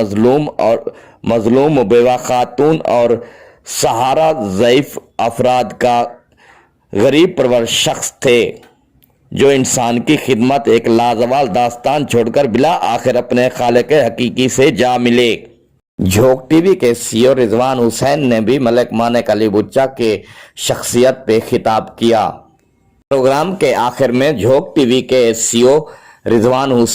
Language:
Saraiki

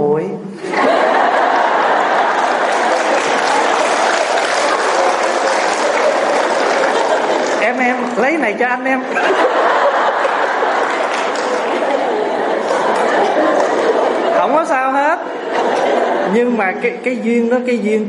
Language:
Vietnamese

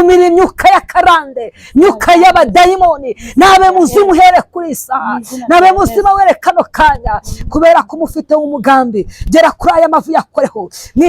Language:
Kinyarwanda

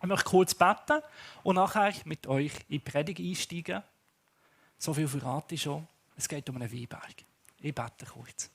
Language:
Swiss German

